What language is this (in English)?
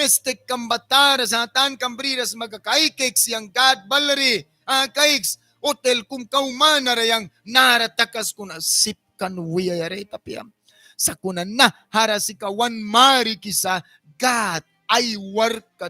Mískito